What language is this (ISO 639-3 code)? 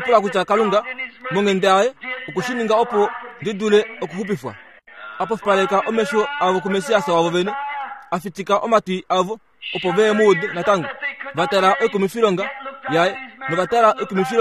kua